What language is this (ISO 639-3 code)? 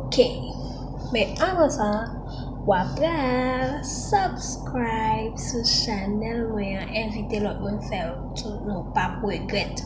hat